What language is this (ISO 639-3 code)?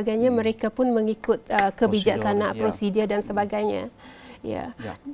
msa